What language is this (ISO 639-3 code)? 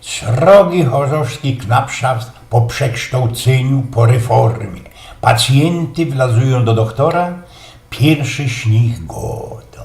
szl